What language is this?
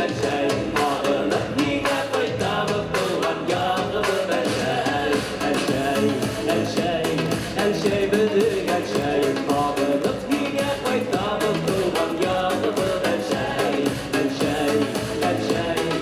Bashkir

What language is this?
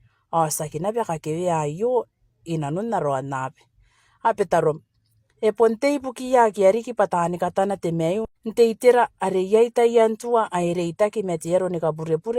Gilbertese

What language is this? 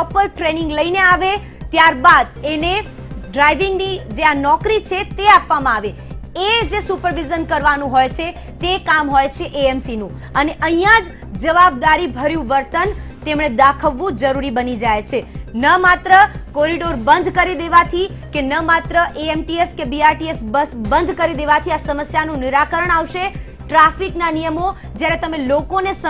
Gujarati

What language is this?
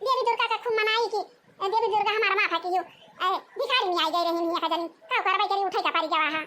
Awadhi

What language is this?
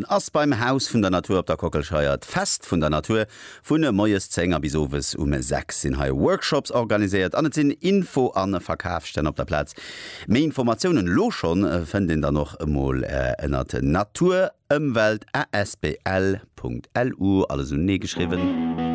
Luxembourgish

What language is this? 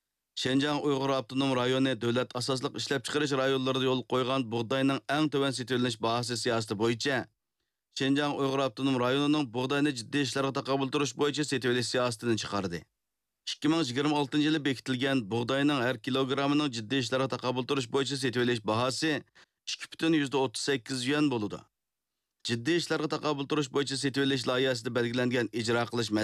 Uyghur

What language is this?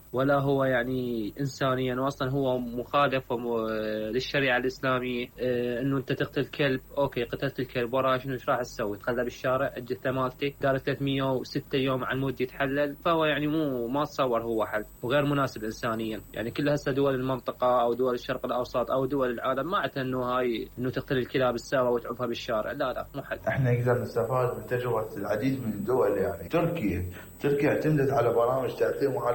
Mesopotamian Arabic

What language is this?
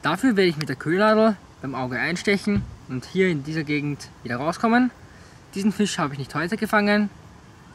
German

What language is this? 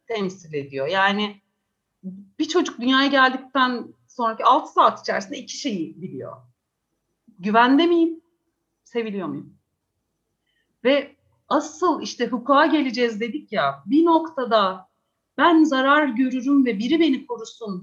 Turkish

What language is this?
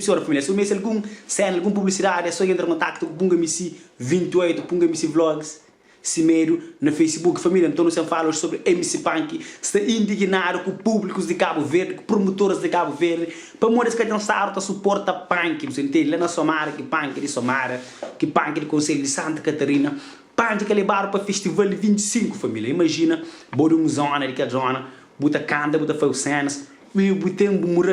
Kabuverdianu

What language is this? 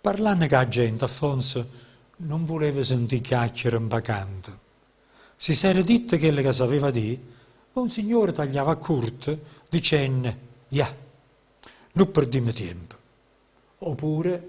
Neapolitan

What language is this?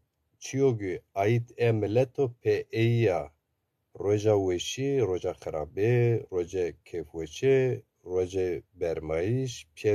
Zaza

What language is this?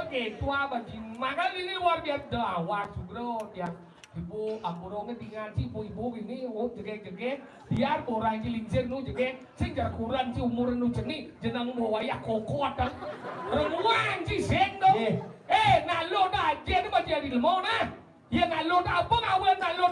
Balinese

